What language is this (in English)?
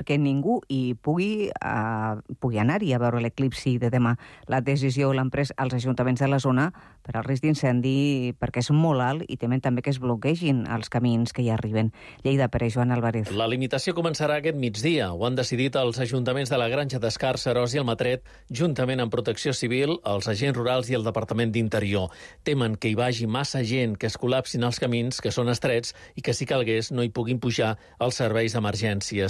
Catalan